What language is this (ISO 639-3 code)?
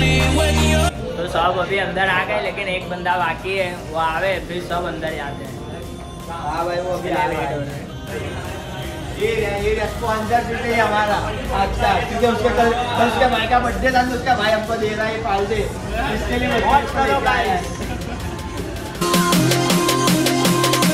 hin